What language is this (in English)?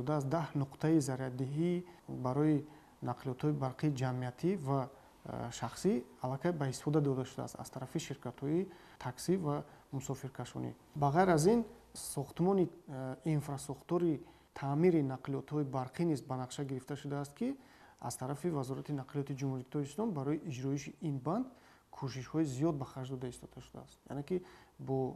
Tajik